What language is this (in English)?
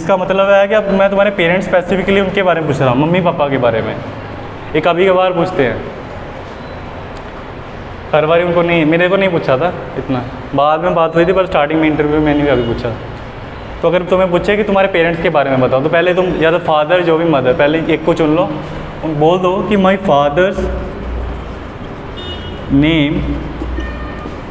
Hindi